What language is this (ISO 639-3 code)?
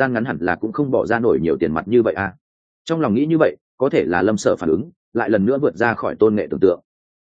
vie